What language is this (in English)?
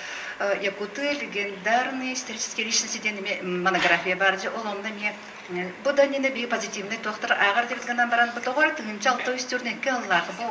Yakut